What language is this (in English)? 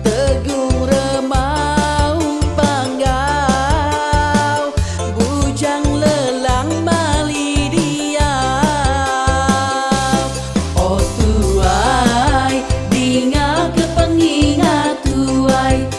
Iban